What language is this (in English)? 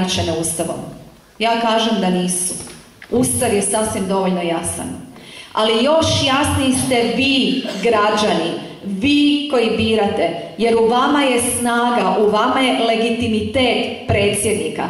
Croatian